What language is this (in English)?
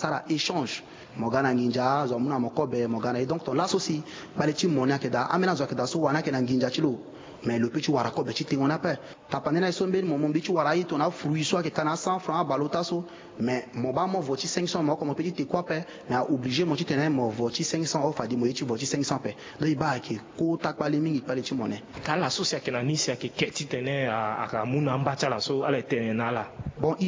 Sango